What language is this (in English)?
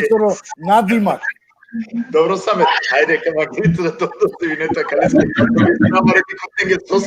Balkan Romani